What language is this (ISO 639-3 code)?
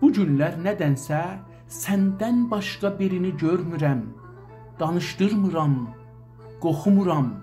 azb